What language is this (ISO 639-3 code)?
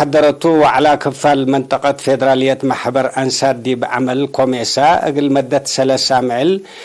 tig